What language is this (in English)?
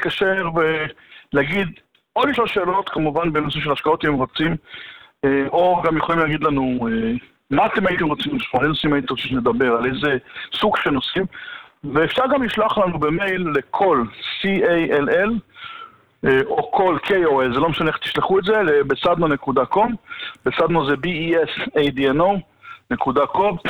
Hebrew